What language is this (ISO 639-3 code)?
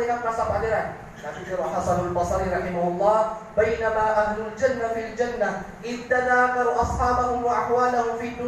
mrw